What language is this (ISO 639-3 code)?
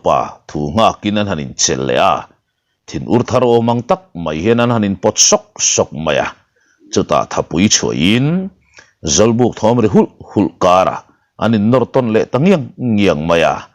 lus